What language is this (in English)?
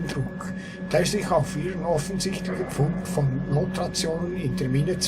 Swiss German